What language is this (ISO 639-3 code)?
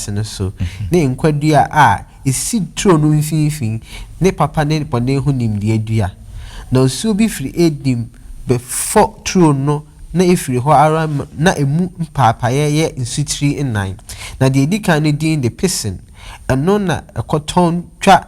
aka